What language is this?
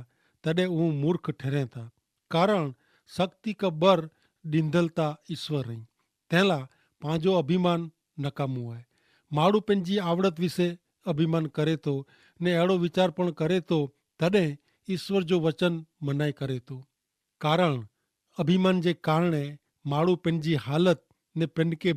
Kachhi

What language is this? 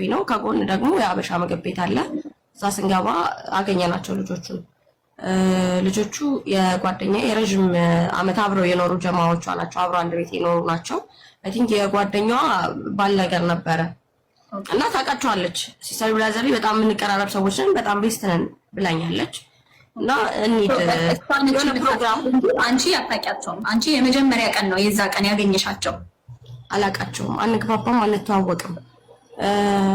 Amharic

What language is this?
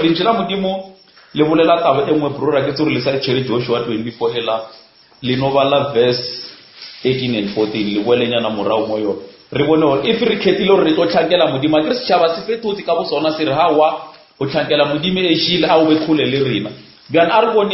Northern Sotho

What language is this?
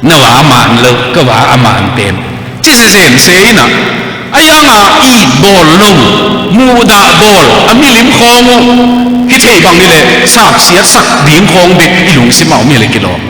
Tedim Chin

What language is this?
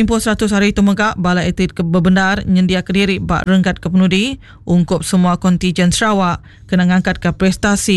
Iban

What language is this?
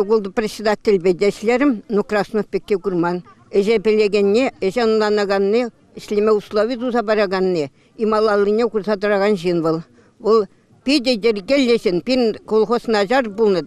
Chuvash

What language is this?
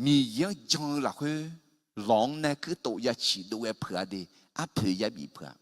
Akha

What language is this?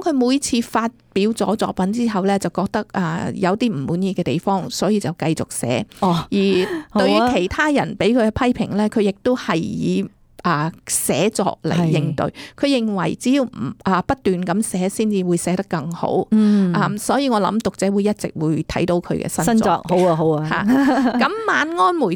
Cantonese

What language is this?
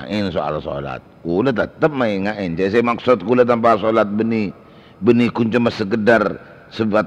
Madurese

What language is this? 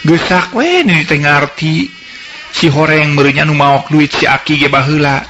Sundanese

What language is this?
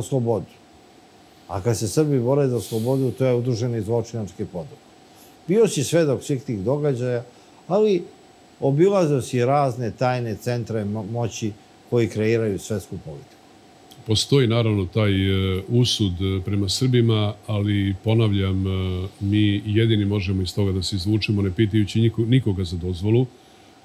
Serbian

